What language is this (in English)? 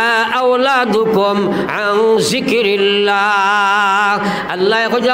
Sylheti